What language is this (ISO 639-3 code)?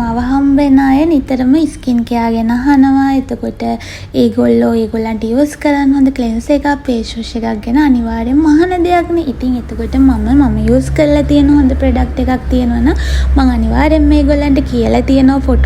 sin